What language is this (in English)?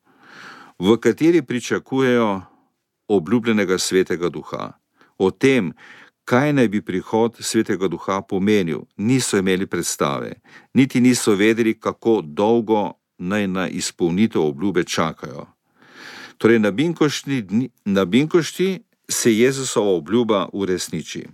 Slovenian